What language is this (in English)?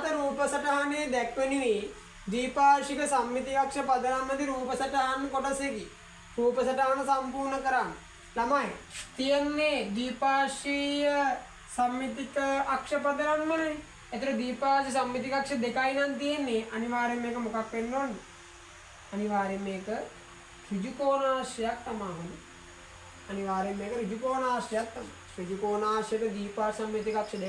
Sinhala